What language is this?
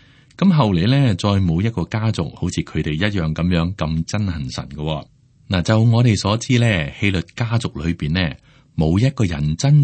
Cantonese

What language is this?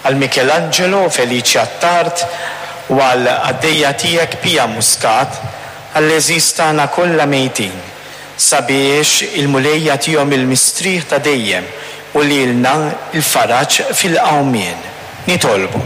Maltese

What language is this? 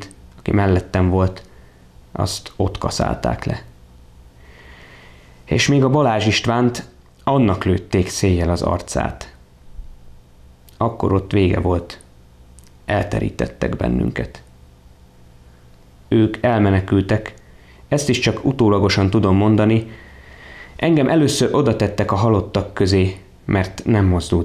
Hungarian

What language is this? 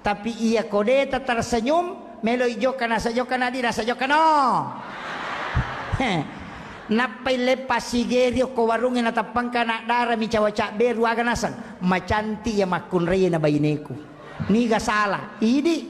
Buginese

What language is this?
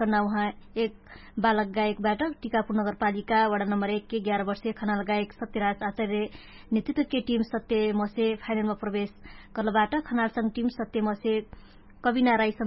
Dangaura Tharu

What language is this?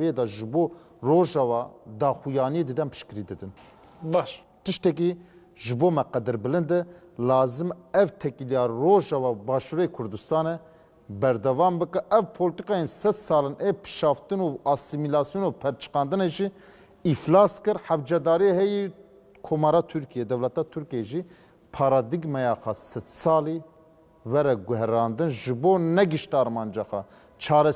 Kurdish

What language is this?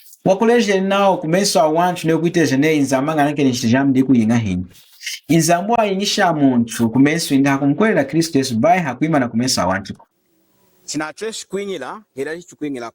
Lunda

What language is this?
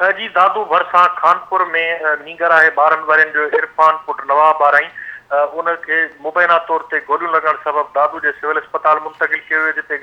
Sindhi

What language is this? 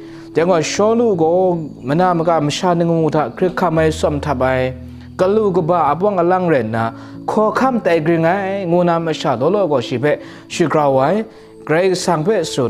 Kachin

